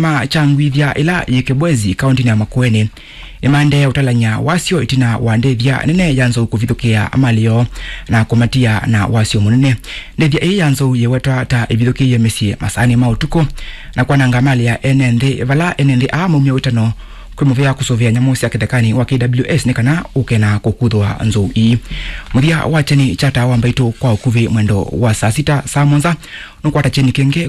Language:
Kamba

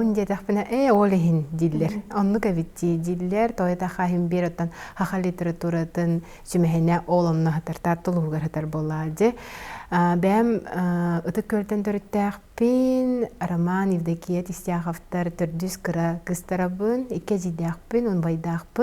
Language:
Yakut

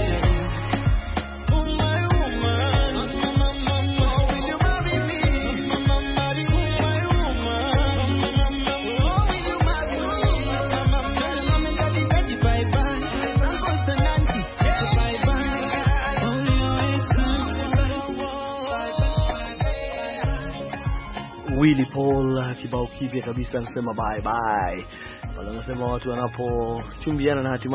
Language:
Swahili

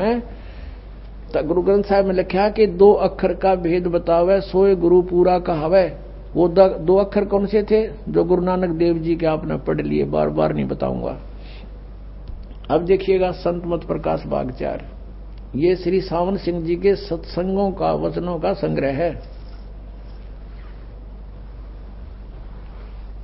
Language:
Hindi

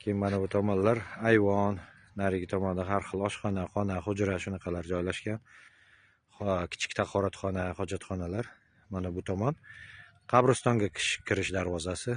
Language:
Uzbek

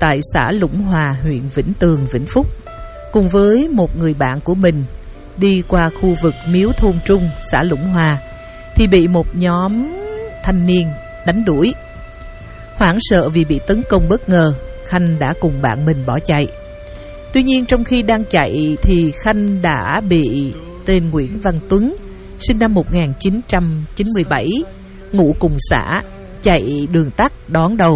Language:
Vietnamese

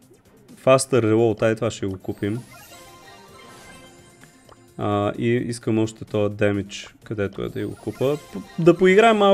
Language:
Bulgarian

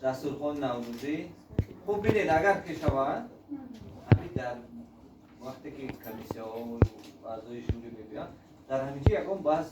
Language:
Tajik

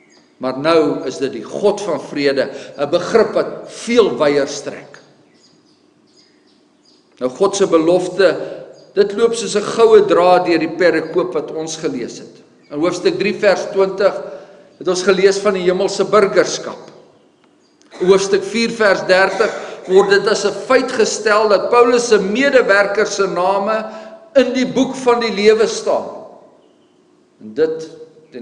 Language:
Afrikaans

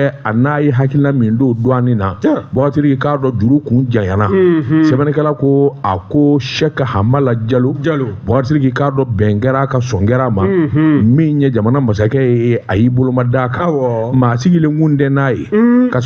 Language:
Bambara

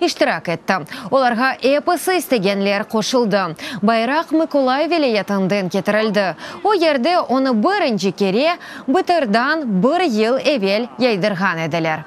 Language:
Crimean Tatar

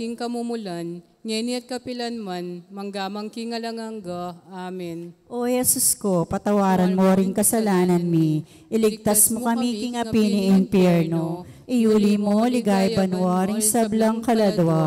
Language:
Pampanga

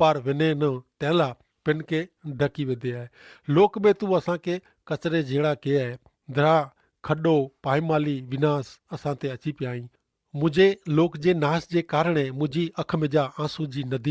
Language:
Kachhi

